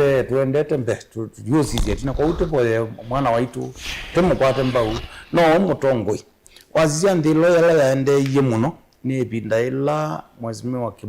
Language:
Kamba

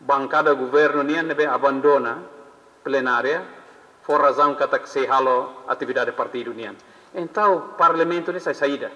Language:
Tetum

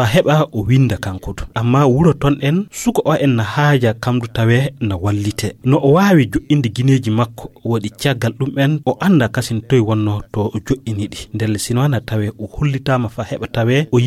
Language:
Fula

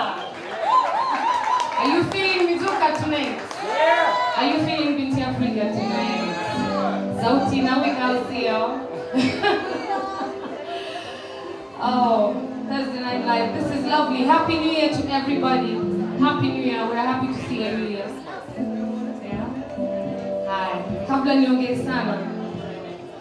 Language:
Swahili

